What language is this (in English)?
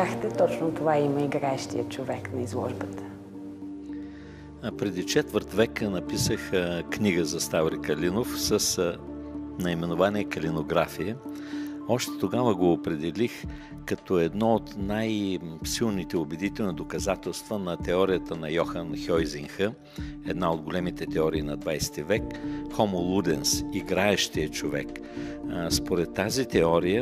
Bulgarian